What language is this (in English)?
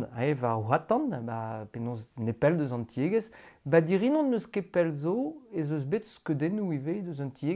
Breton